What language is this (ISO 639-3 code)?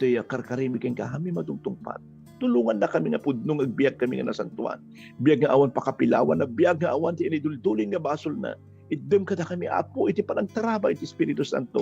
ilo